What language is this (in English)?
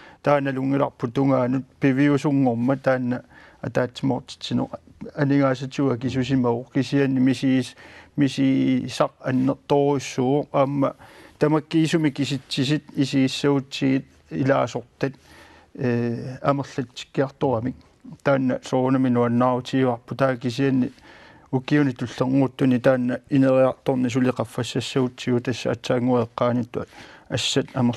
Kalaallisut